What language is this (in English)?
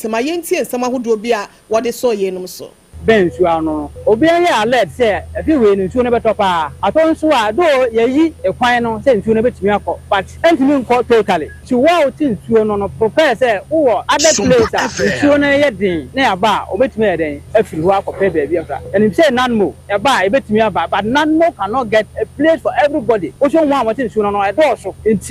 Akan